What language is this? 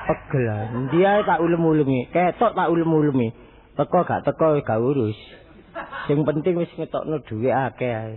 Javanese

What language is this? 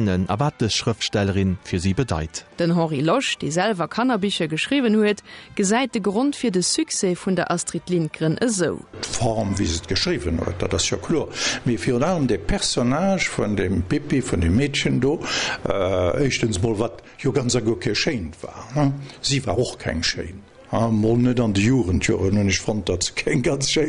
Luxembourgish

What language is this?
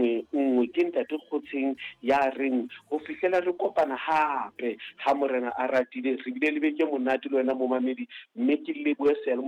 Southern Sotho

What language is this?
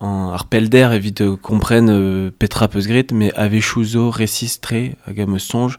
Breton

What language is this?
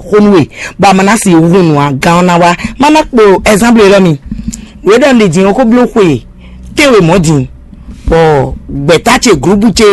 Fon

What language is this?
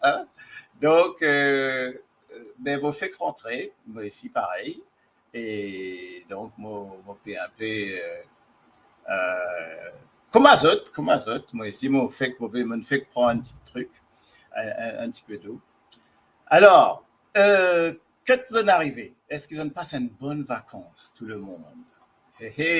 Morisyen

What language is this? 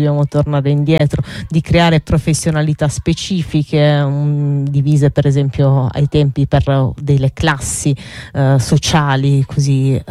Italian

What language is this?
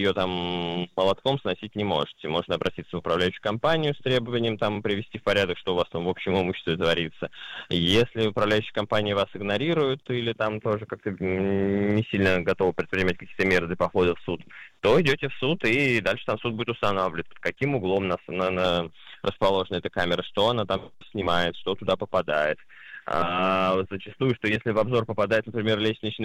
Russian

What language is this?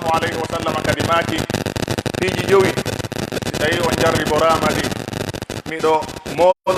Pular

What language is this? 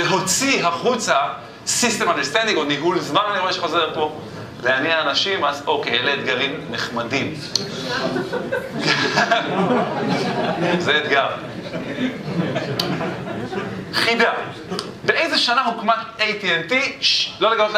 Hebrew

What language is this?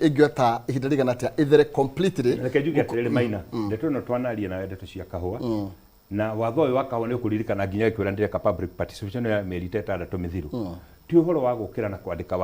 Kikuyu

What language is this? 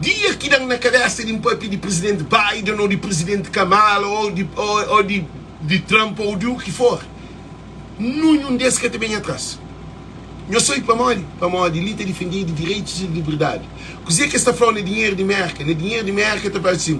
Kabuverdianu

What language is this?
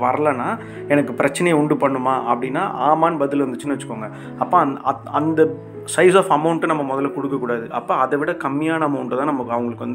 Tamil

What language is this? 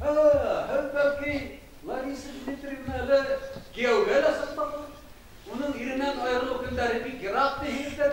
Bashkir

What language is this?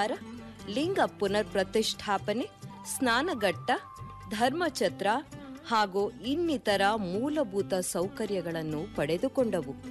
Kannada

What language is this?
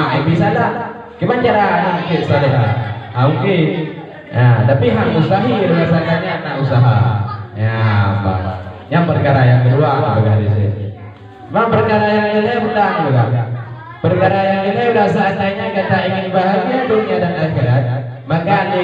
Achinese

